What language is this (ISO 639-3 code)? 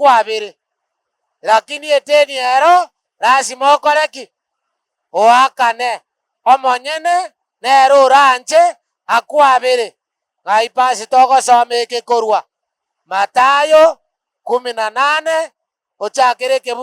guz